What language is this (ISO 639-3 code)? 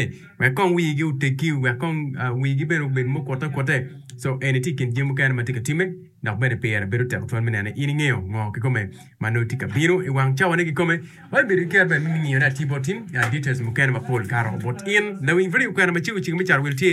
ach